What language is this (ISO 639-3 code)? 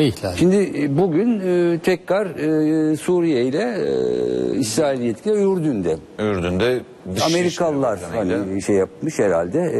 tur